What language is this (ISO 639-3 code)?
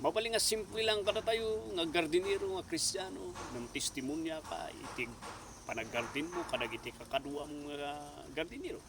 ilo